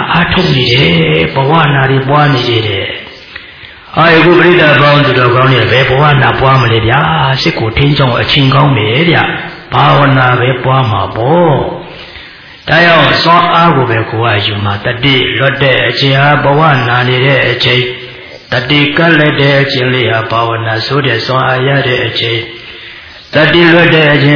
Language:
Burmese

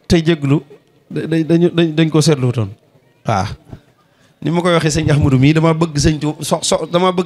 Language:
Wolof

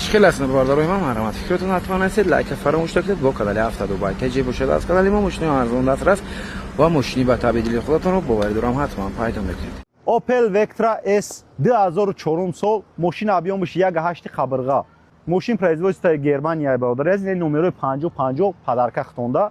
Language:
Tajik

